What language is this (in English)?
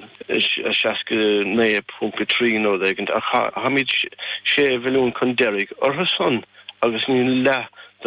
Irish